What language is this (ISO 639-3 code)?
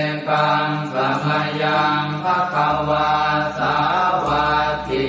pli